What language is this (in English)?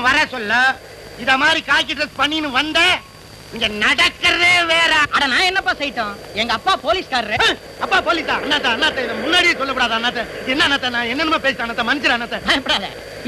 Tamil